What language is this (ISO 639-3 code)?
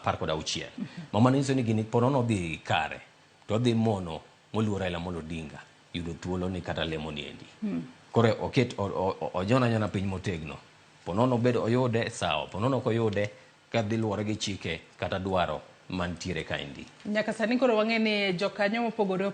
luo